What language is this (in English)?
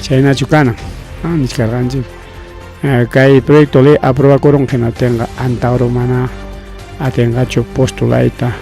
Ayacucho Quechua